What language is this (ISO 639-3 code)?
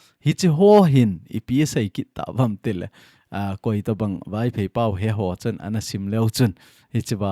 tcz